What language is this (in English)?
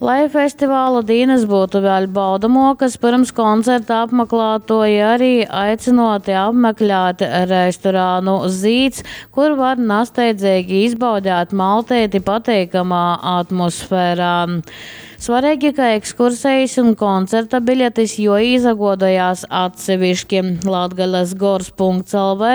Latgalian